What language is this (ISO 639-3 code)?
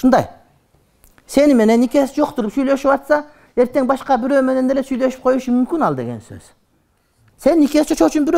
kir